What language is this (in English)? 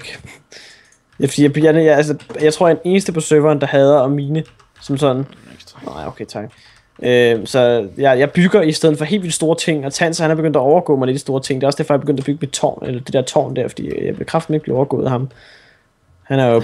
Danish